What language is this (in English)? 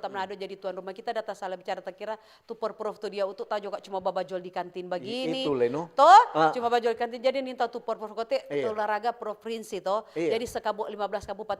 Manado Malay